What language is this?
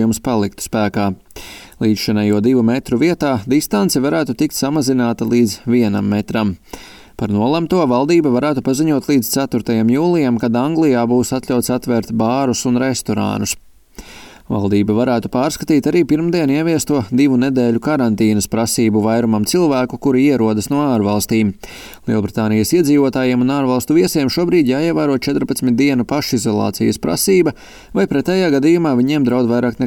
Latvian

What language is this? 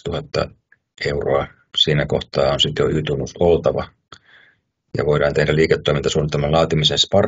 Finnish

